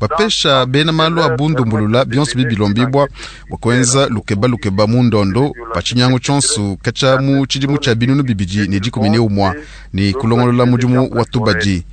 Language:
Luba-Lulua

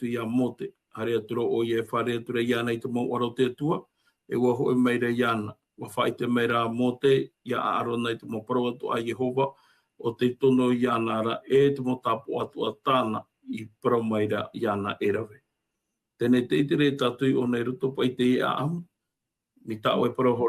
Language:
Tahitian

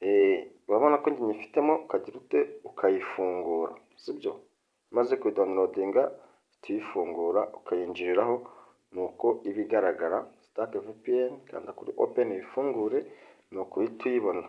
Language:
Kinyarwanda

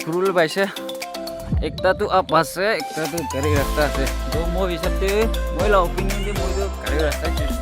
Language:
Naga Pidgin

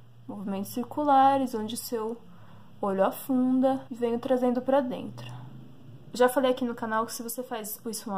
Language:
Portuguese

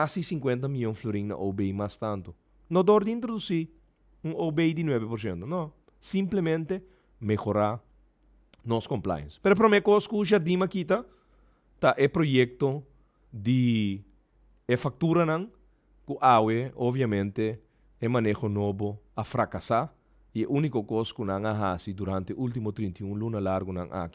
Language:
Papiamento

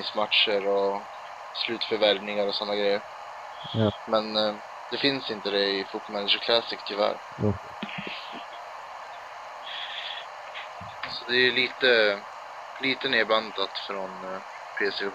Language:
Swedish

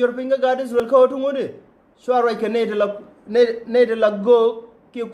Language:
Nuer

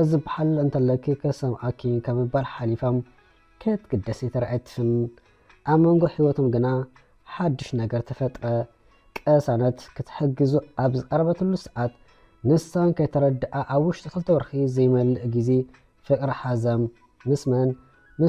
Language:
Tigrinya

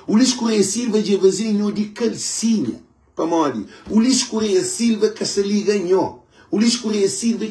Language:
Kabuverdianu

